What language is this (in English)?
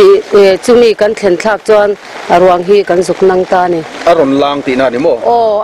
Mizo